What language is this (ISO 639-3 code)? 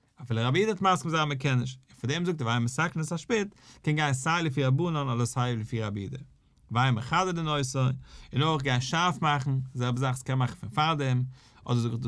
yid